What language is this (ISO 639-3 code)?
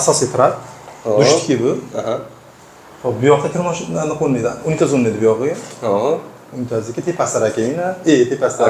uzb